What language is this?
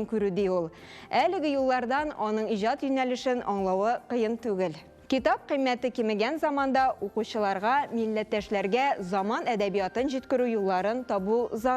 Tatar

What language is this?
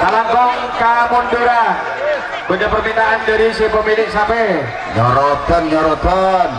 Madurese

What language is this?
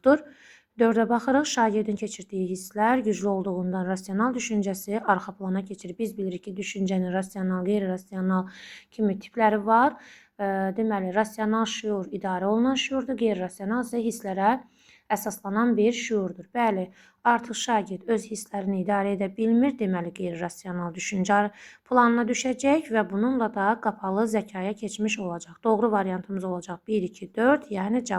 Azerbaijani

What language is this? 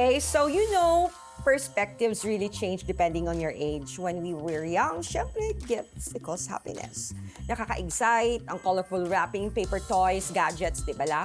Hiligaynon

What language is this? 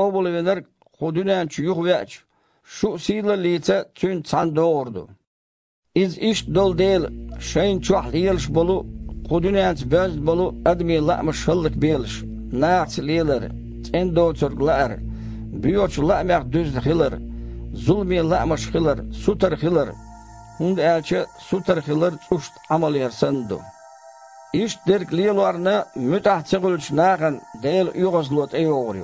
Chechen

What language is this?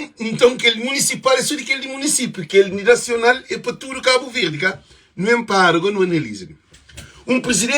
Kabuverdianu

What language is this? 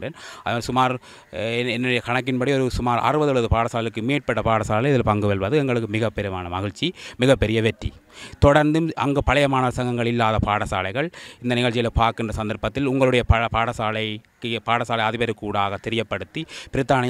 Tamil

